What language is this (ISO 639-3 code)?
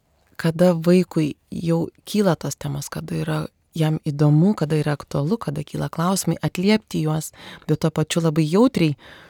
lit